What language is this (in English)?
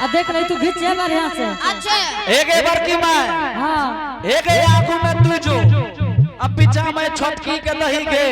Angika